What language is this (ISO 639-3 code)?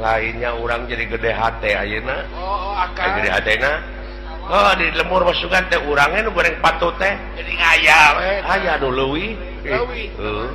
sun